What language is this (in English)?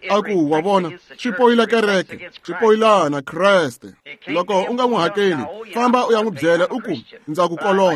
Tsonga